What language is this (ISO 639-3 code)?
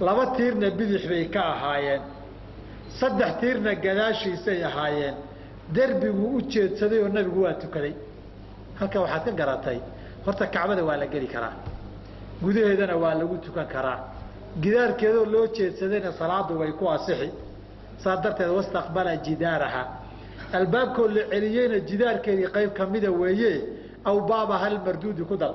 som